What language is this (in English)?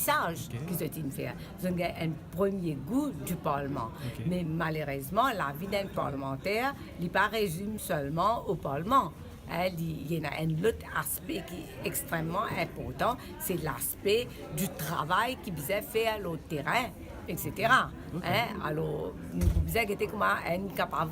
Morisyen